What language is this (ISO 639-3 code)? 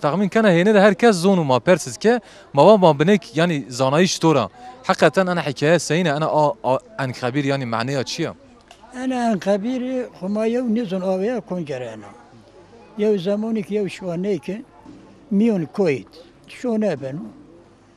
zza